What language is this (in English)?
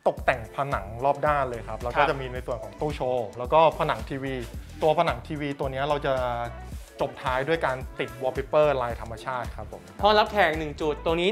Thai